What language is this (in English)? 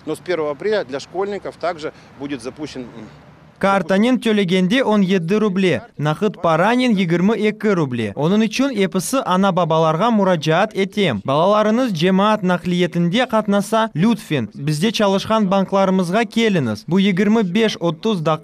Crimean Tatar